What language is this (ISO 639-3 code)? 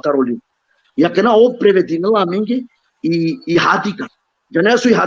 rmn